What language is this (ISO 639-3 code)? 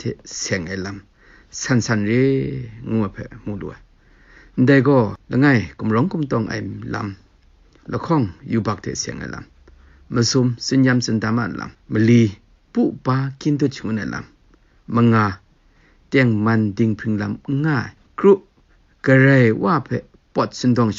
kac